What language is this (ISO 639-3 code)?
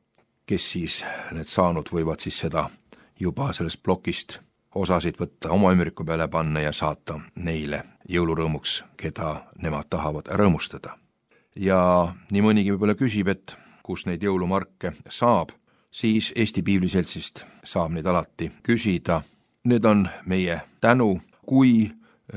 est